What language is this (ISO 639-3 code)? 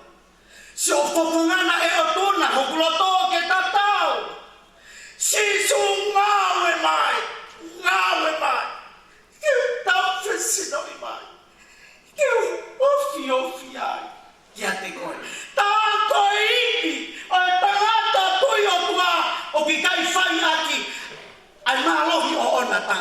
ton